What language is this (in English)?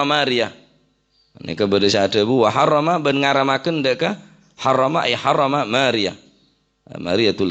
Madurese